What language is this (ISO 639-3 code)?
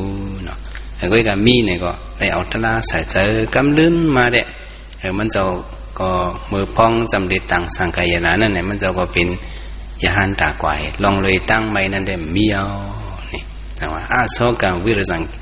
shn